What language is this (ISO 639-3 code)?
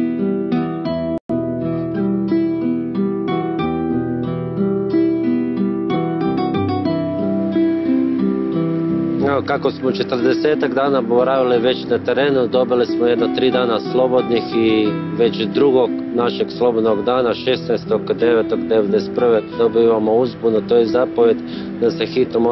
hrv